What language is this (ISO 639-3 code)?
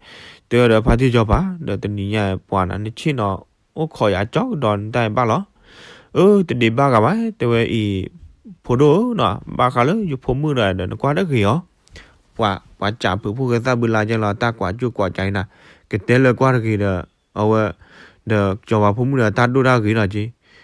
ksw